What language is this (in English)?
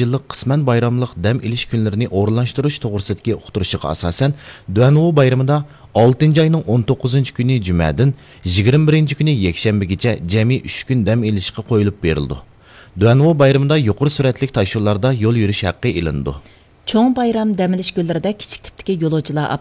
Uyghur